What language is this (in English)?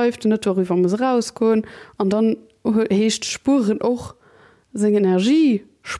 Luxembourgish